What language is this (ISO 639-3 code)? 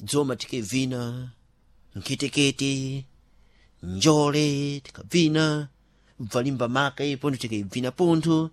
seh